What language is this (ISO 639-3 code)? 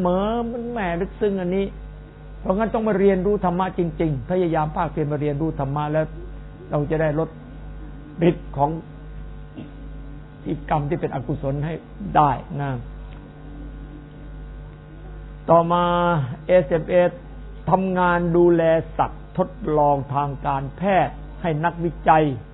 tha